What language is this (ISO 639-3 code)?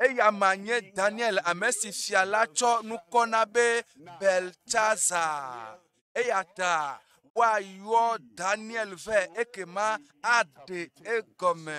ewe